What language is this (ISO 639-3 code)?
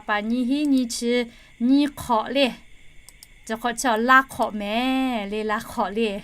lhu